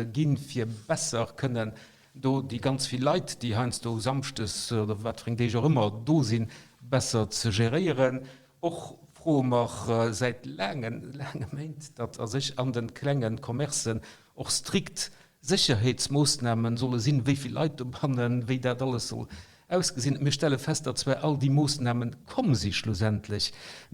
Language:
Luxembourgish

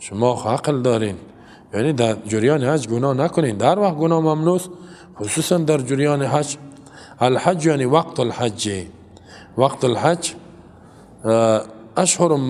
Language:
Persian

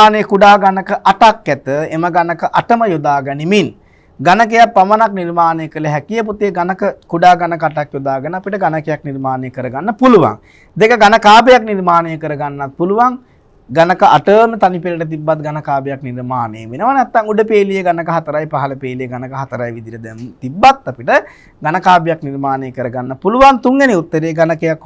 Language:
Sinhala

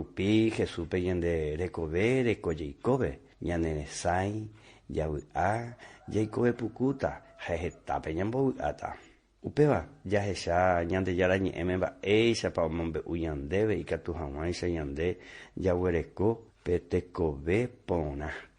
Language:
Guarani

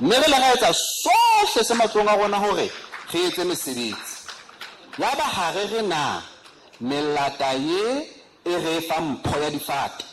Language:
Southern Sotho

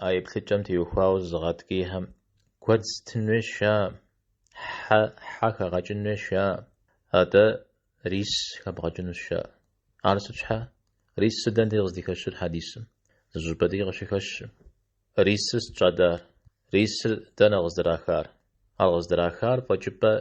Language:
Kabardian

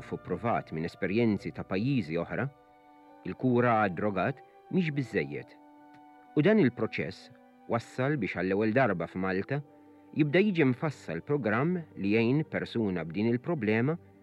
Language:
Maltese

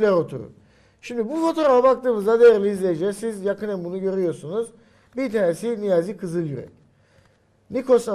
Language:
Turkish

